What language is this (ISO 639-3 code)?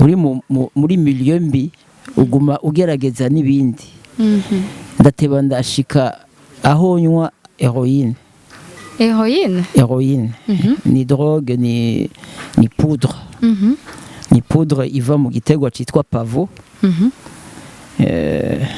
run